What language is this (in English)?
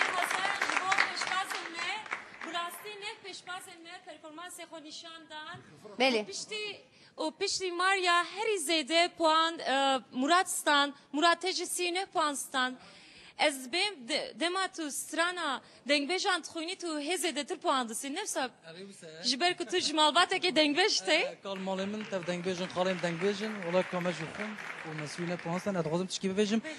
Kurdish